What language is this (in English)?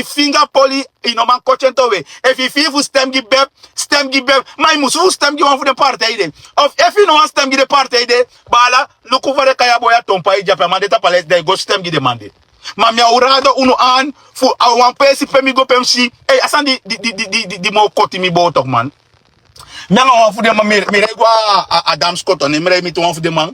Sranan Tongo